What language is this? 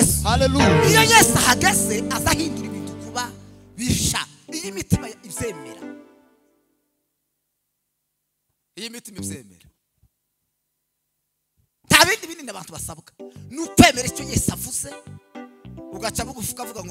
Kinyarwanda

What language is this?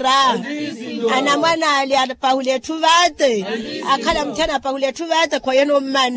Makhuwa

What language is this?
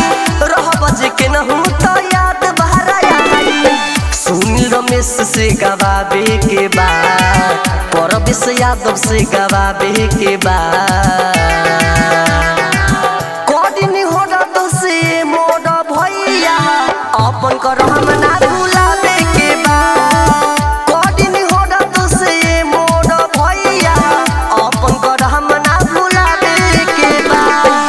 Bhojpuri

